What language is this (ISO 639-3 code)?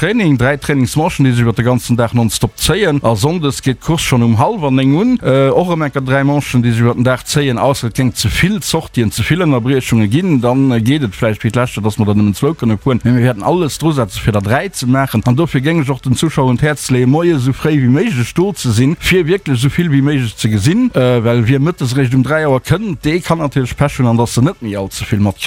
ltz